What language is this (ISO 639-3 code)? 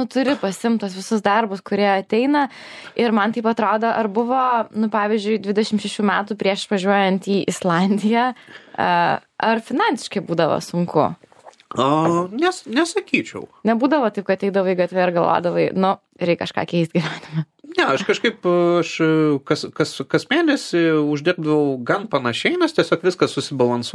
lit